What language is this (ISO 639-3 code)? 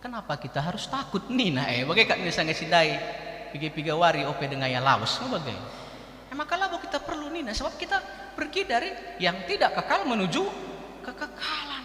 btx